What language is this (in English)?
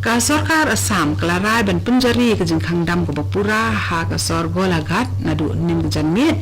Khasi